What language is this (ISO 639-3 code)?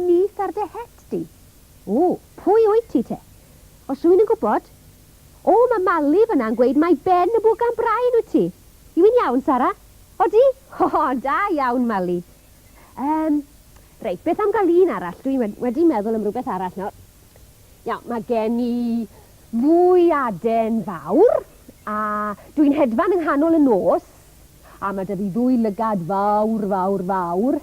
cym